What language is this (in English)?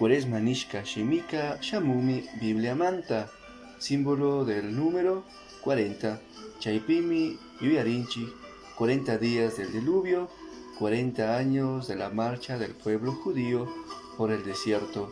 Chimborazo Highland Quichua